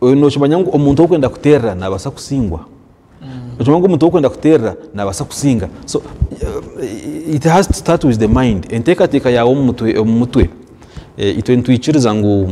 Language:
Nyankole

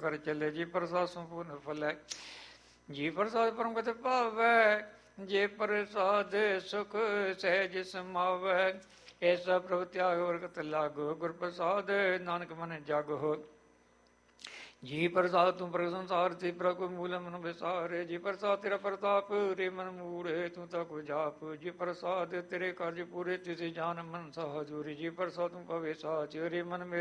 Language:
Punjabi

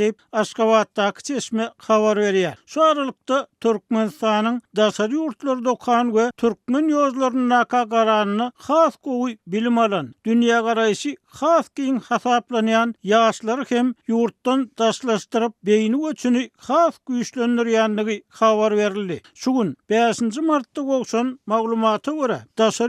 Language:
Turkmen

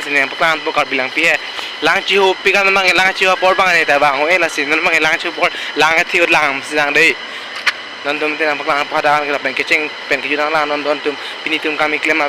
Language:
Karbi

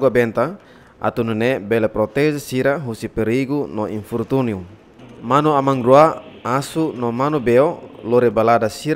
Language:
Tetum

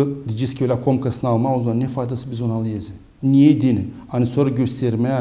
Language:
Gagauz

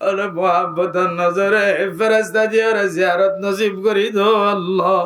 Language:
Rohingya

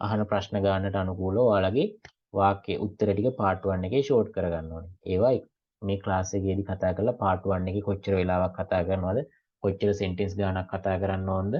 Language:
Sinhala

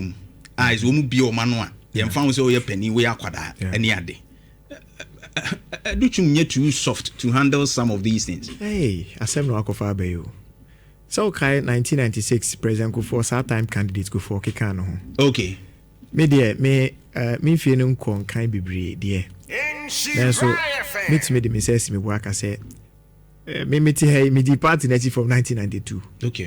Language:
Akan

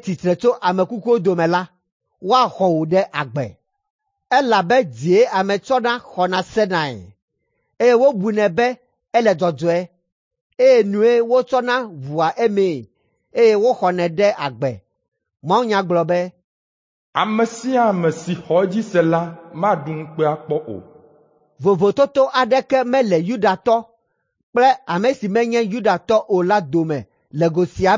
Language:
Ewe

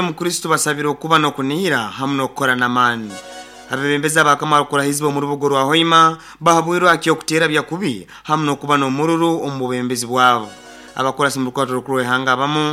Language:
Nyoro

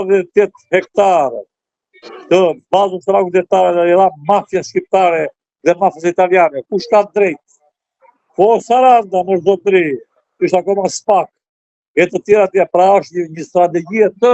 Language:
Albanian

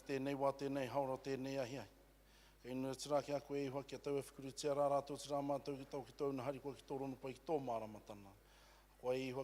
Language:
Māori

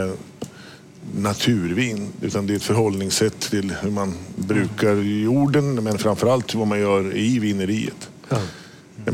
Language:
Swedish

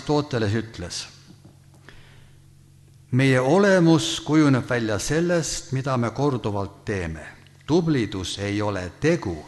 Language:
Estonian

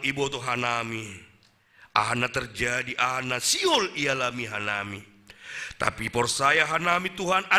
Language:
Batak Simalungun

